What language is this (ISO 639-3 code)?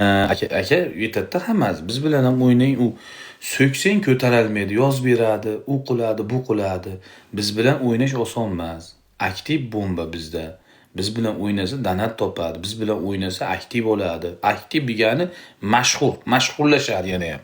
uzb